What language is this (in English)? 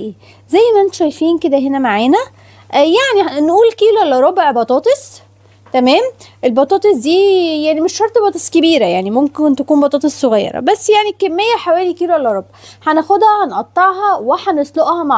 Egyptian Arabic